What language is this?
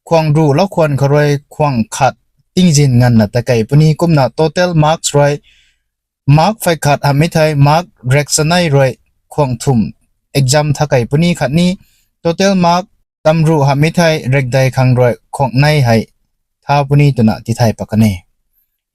Rongmei Naga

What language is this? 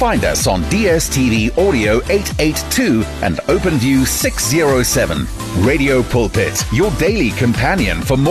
English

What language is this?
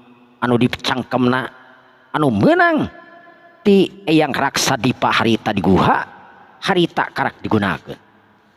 Sundanese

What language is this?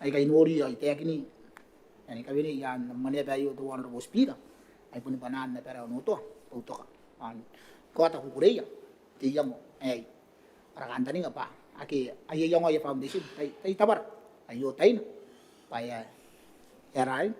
Gilbertese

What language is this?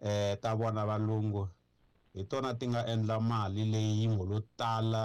Tsonga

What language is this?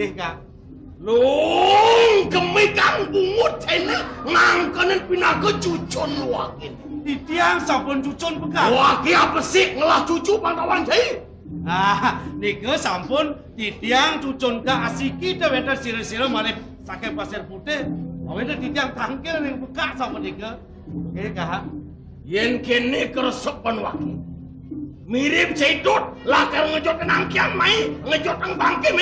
Balinese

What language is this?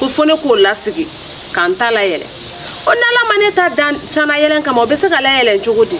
Bambara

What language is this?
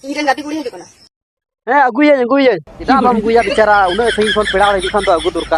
Santali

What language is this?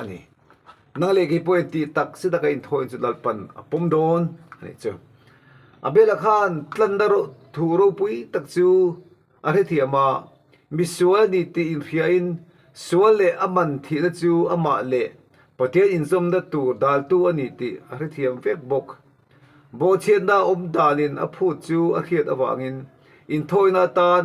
Mizo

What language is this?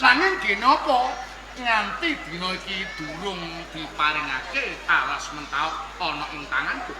Javanese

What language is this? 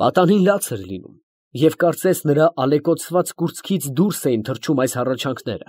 Armenian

